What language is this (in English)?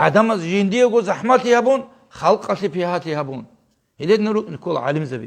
Avaric